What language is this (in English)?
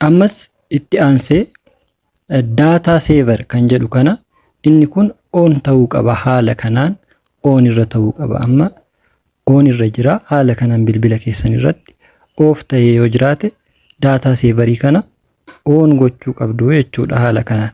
Oromo